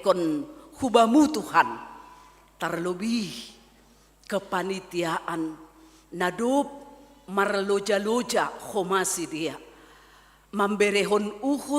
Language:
Batak Simalungun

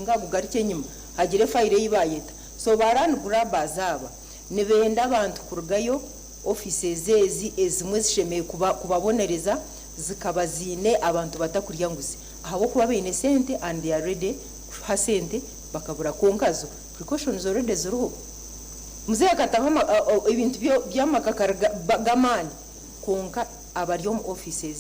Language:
Nyankole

